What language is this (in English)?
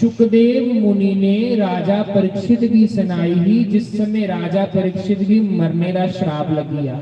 Dogri